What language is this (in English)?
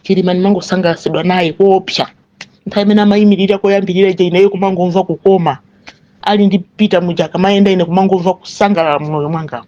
Nyanja